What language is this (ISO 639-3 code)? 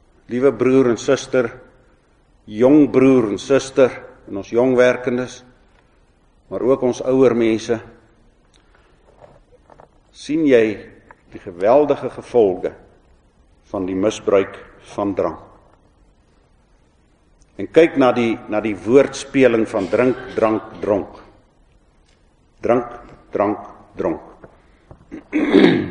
afr